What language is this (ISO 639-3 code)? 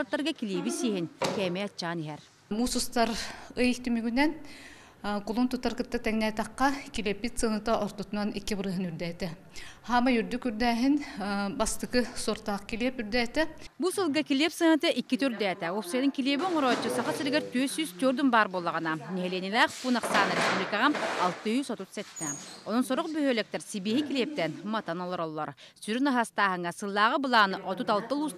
sah